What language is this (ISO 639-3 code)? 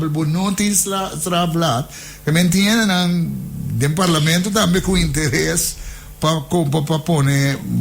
pap